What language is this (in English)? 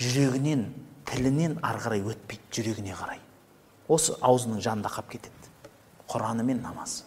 Kazakh